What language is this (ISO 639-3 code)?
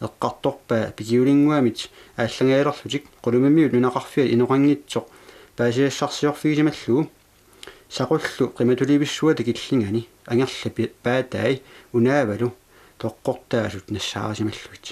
kal